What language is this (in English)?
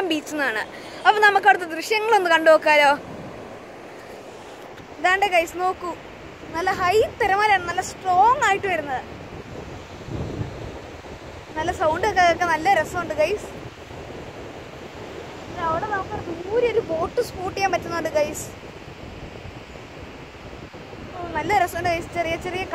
Malayalam